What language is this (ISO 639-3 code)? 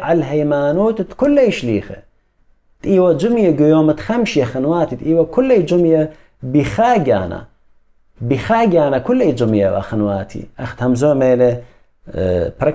aii